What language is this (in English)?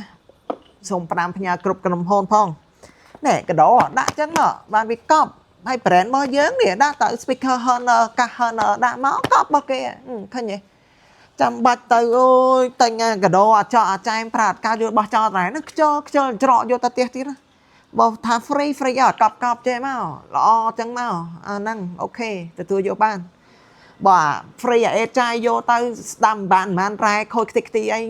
Khmer